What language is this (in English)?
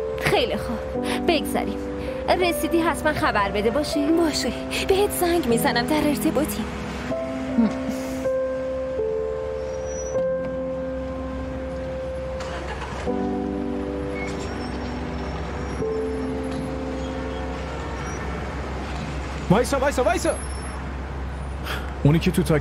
Persian